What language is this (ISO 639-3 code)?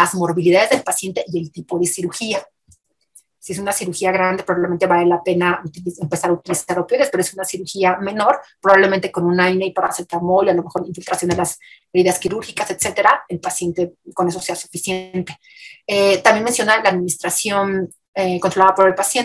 spa